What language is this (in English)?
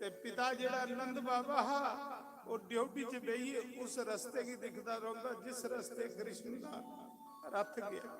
Dogri